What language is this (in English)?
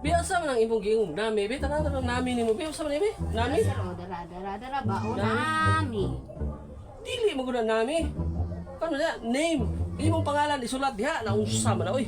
Cebuano